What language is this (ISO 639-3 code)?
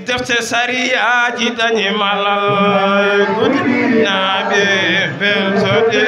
ful